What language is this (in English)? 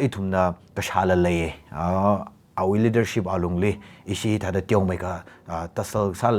Tangkhul Naga (India)